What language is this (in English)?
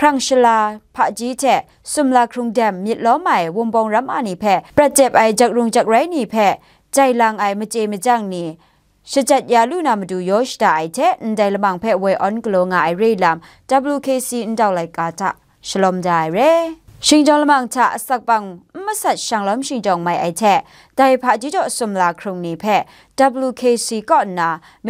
Kachin